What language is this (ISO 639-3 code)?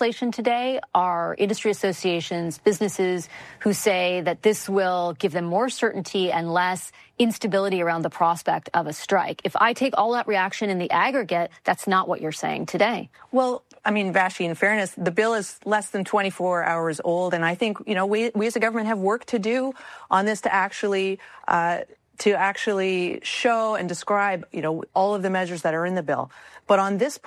eng